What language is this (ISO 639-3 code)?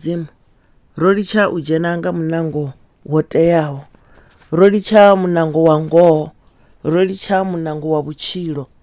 ven